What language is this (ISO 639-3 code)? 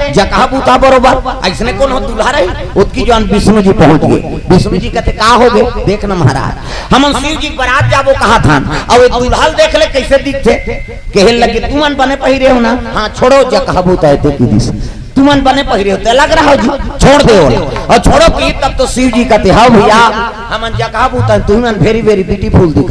hne